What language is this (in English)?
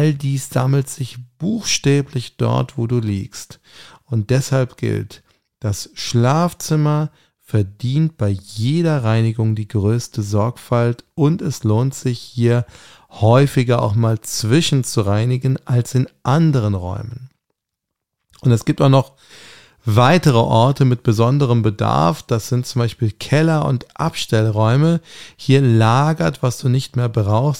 German